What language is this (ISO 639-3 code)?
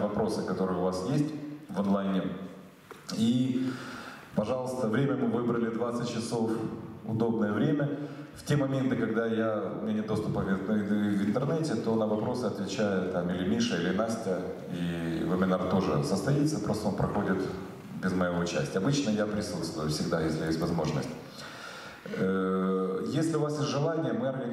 rus